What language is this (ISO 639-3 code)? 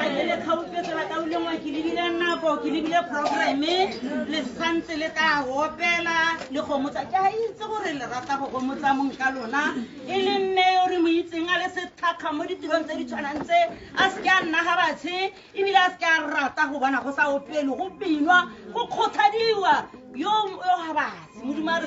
tsn